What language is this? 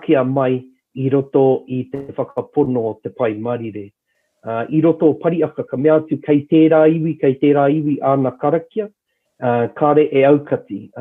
Māori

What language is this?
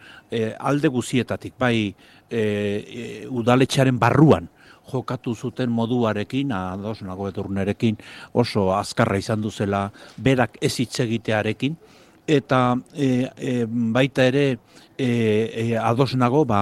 Basque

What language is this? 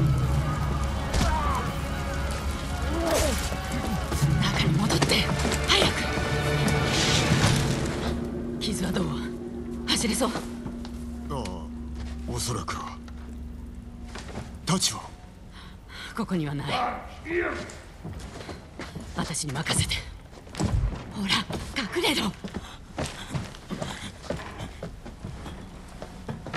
Japanese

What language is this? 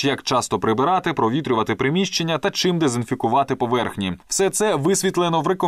Ukrainian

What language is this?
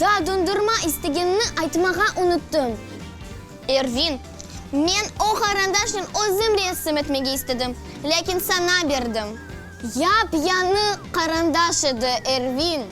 Crimean Tatar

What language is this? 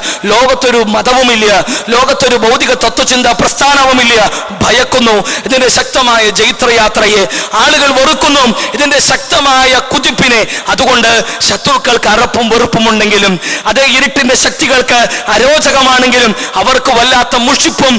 Malayalam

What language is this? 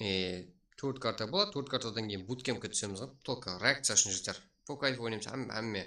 Kara-Kalpak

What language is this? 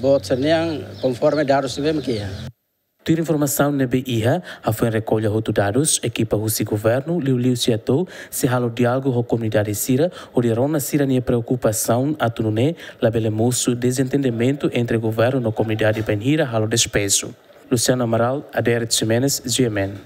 Tetum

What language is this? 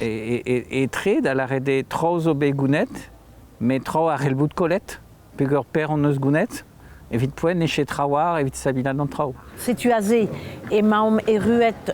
Breton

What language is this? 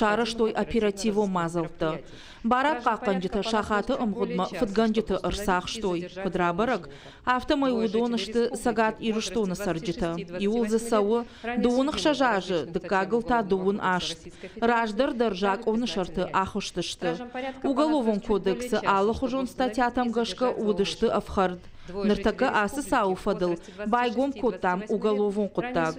Ossetic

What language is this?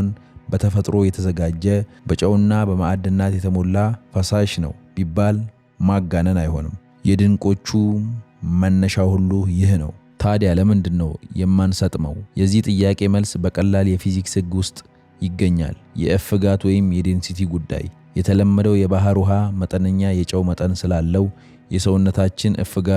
Amharic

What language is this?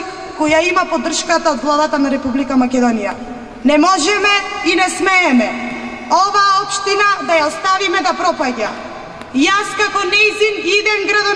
Macedonian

